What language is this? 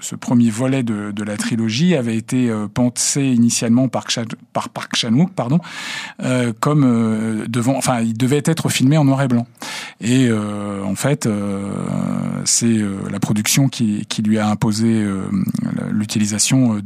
French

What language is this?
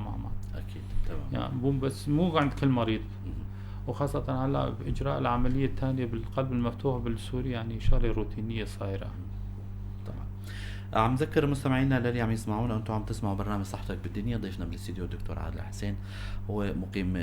North Levantine Arabic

